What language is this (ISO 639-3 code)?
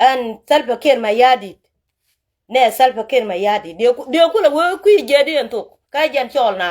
nus